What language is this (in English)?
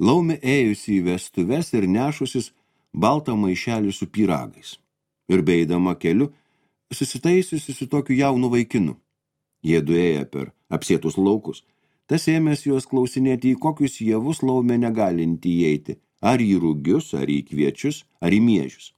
Lithuanian